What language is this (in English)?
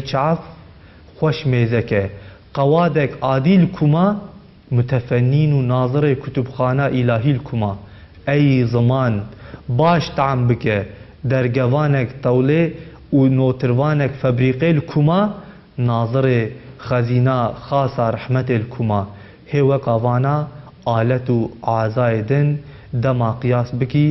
Kurdish